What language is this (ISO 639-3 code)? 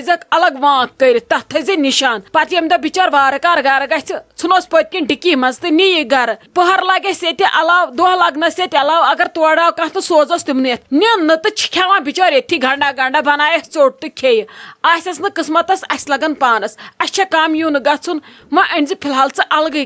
kas